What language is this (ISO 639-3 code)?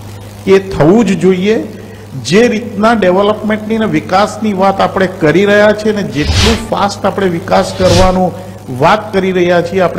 guj